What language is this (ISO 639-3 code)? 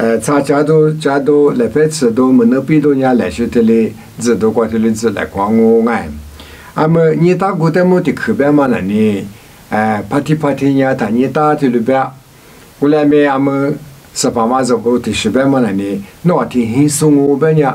lis